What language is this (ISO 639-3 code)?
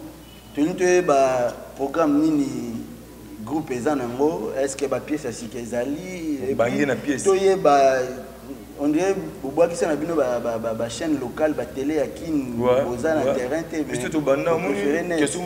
lin